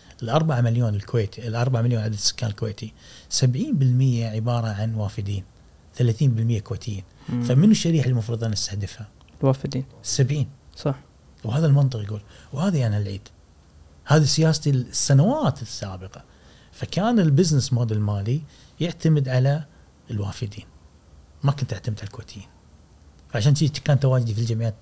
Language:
Gulf Arabic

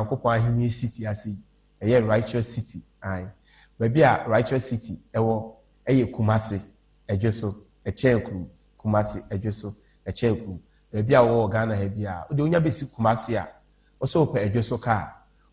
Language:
Akan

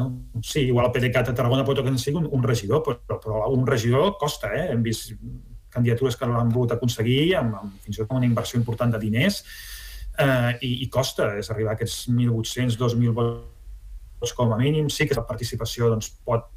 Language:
Catalan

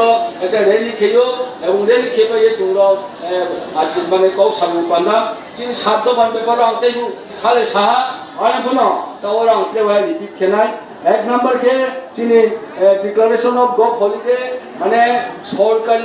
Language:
Riang (India)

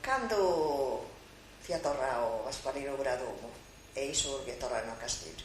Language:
Sardinian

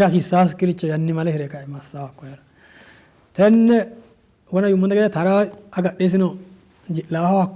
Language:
Sidamo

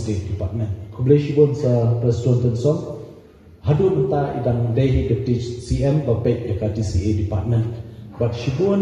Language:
Khasi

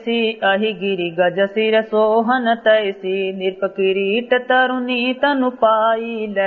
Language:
Awadhi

